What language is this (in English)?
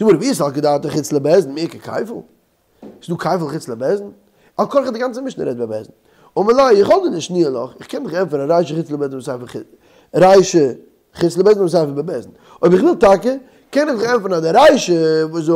Yiddish